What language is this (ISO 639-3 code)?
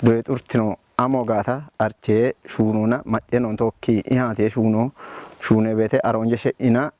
kbr